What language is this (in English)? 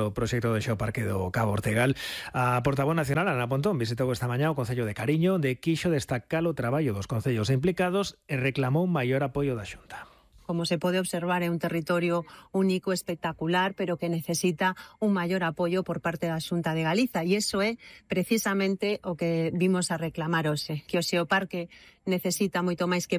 Galician